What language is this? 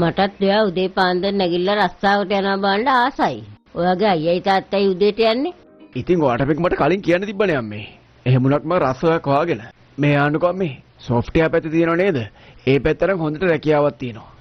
Sinhala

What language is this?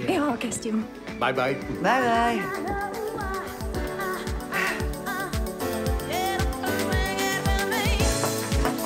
Hungarian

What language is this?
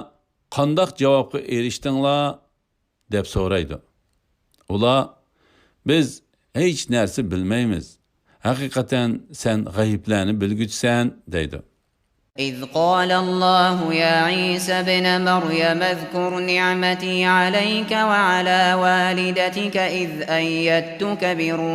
Uyghur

